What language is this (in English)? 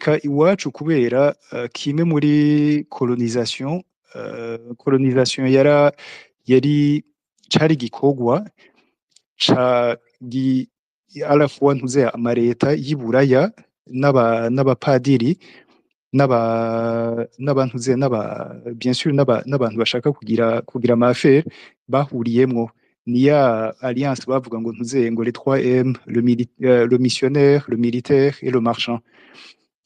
Rundi